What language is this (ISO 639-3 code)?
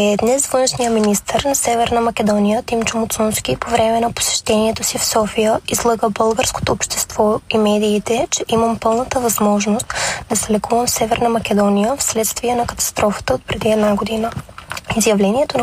bul